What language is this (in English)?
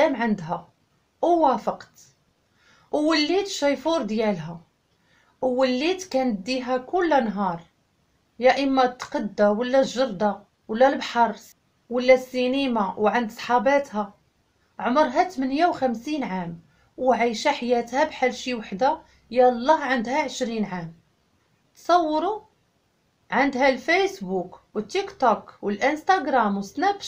Moroccan Arabic